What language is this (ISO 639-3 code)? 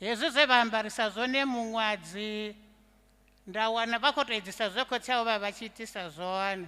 ven